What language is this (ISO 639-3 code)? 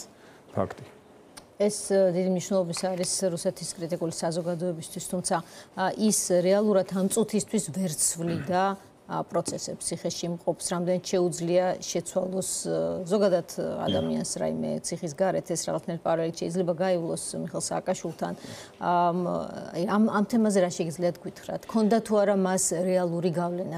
kat